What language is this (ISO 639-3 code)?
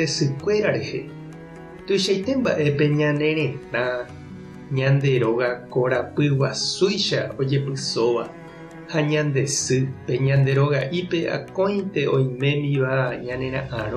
grn